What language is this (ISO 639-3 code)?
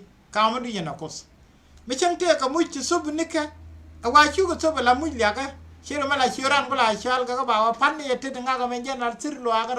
nus